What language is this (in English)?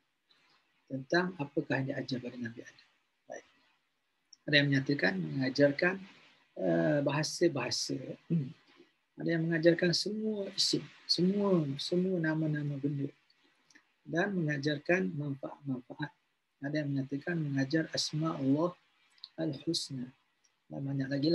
Malay